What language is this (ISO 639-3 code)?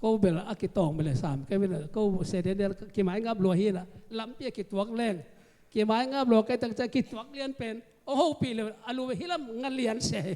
ctd